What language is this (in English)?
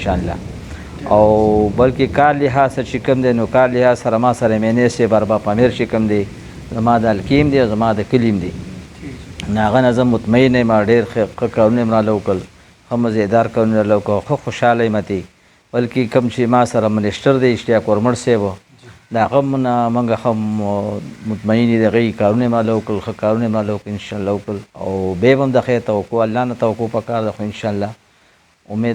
Pashto